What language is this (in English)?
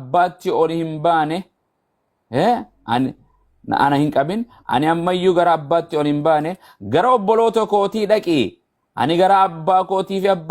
Oromo